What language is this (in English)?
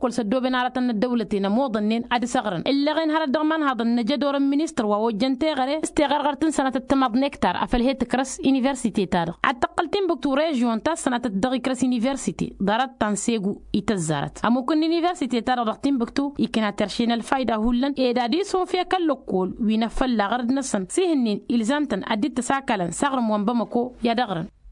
Tamasheq